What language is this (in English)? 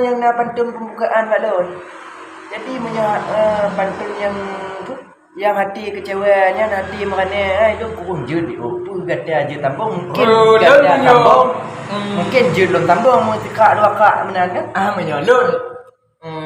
Achinese